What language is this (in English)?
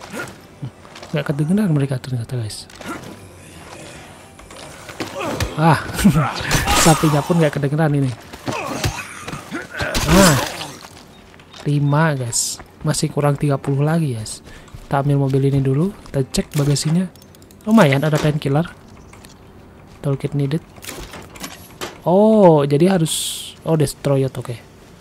Indonesian